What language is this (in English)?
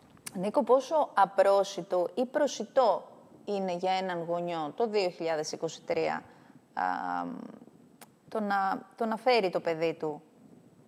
Greek